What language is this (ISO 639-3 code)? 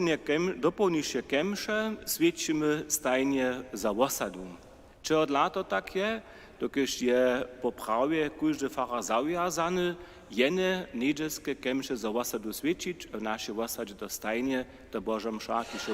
hsb